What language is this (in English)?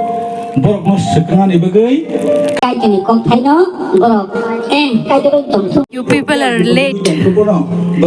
Kok Borok